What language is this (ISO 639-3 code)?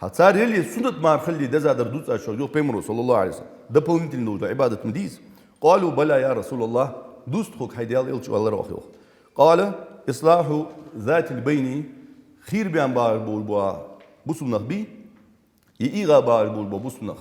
inh